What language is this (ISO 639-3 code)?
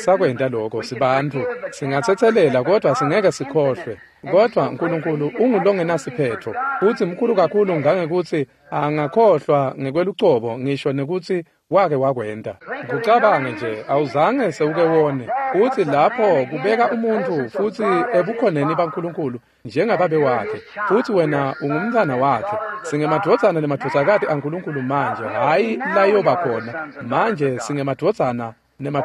ssw